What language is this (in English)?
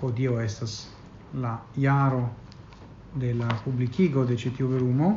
Esperanto